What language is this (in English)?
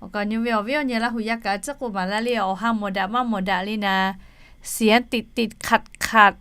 Lahu